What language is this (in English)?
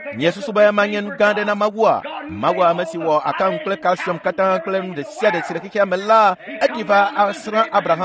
Ewe